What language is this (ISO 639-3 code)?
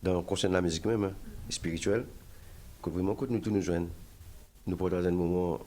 mfe